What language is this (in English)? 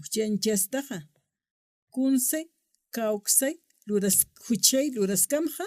Aymara